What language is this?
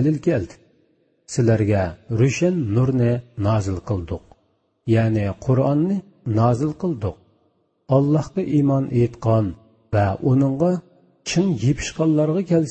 Uyghur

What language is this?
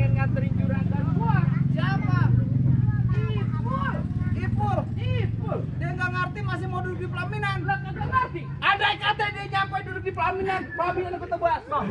Betawi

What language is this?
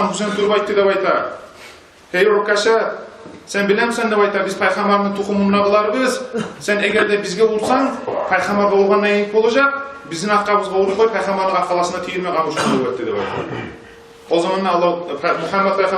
Kumyk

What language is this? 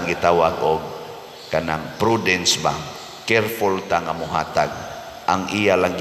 Cebuano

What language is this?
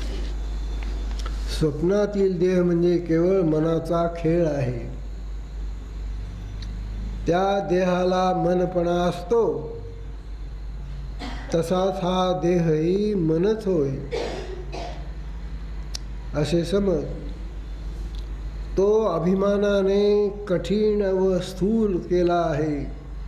Marathi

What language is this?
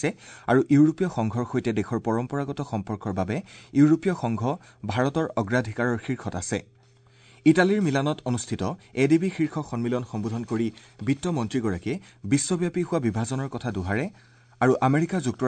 Assamese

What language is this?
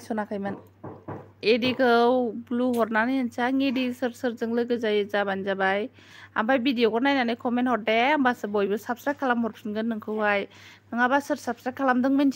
Bodo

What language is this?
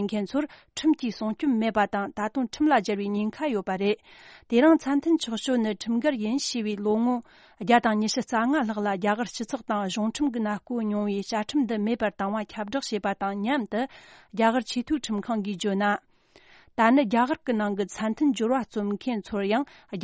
Tibetan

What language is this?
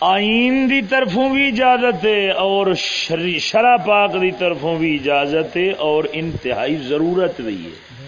Saraiki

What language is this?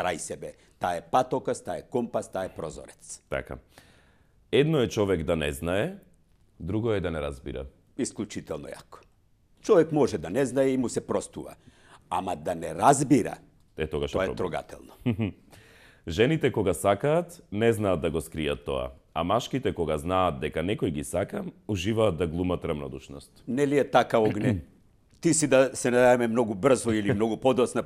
Macedonian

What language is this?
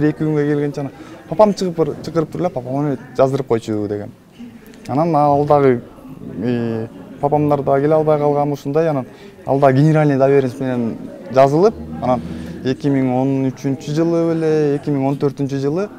Kyrgyz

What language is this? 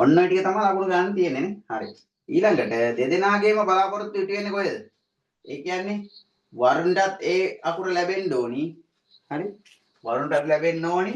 Sinhala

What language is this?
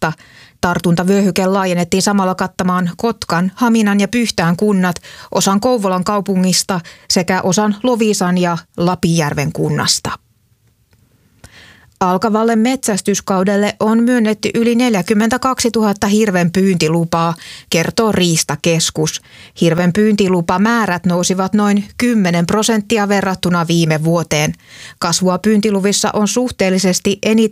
Finnish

